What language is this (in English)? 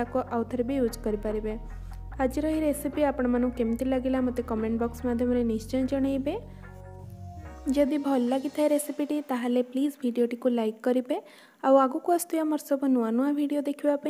Odia